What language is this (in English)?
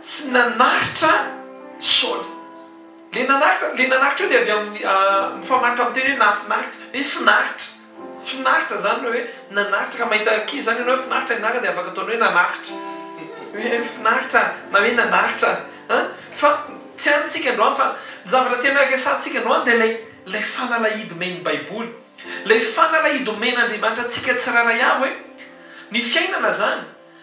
Malagasy